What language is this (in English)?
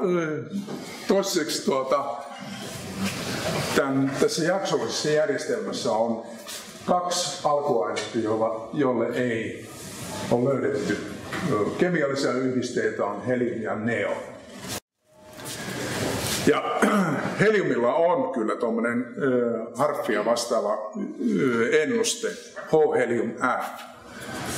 Finnish